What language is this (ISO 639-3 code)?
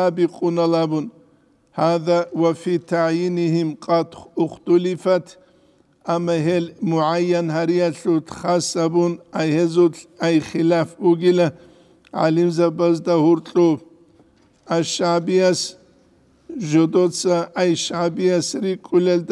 ava